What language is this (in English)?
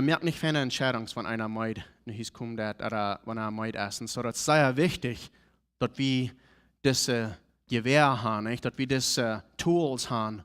Plautdietsch